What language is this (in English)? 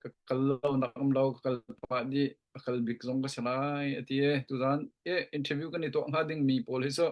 Hakha Chin